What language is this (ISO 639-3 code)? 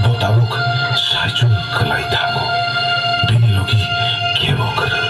trp